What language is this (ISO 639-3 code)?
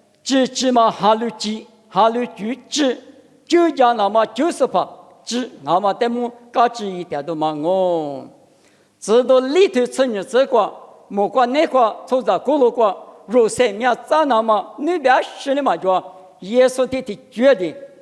lis